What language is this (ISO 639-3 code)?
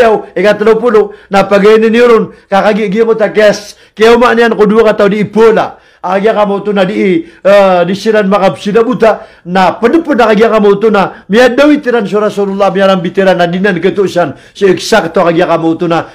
mrw